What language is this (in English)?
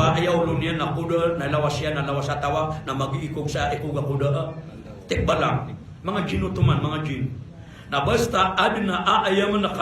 Maranao